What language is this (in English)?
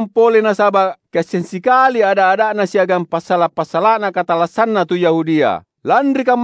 Makasar